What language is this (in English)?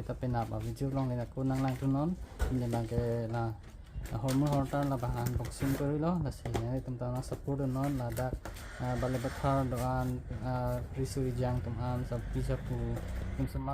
Karbi